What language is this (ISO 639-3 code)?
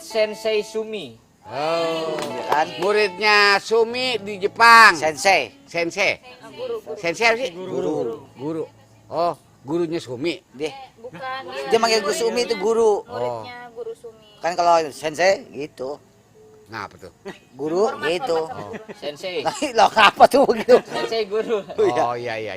bew